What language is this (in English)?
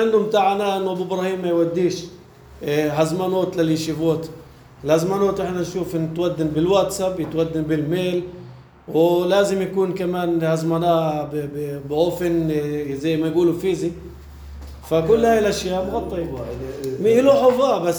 North Levantine Arabic